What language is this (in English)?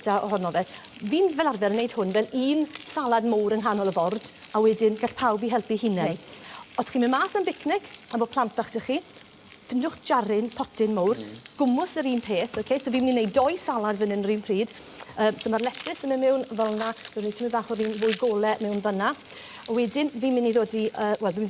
Welsh